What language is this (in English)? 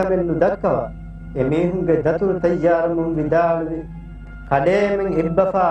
Divehi